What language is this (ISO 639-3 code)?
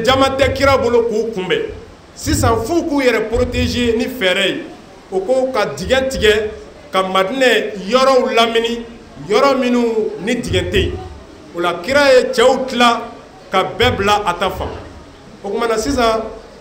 bam